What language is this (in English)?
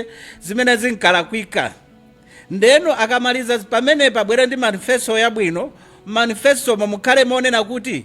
Nyanja